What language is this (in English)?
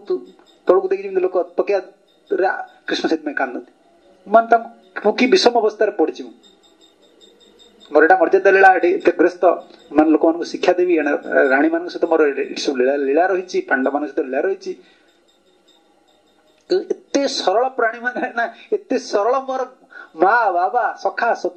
Odia